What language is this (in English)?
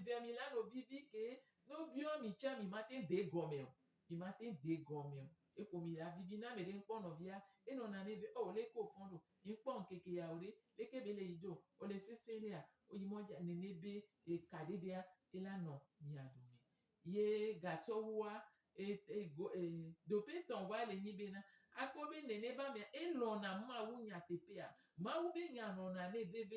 Gen